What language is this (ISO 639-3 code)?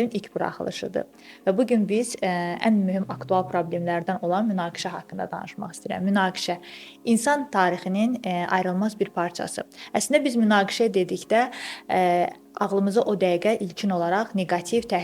aze